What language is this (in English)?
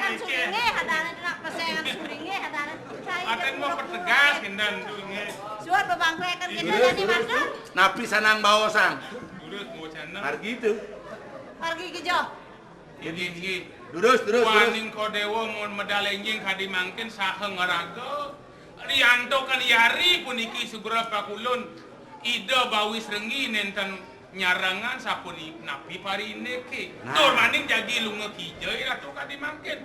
Balinese